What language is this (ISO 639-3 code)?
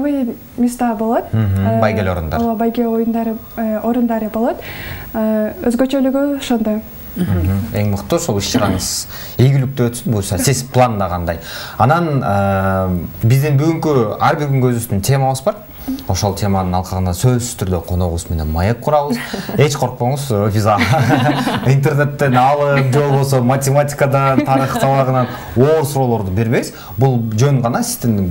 kir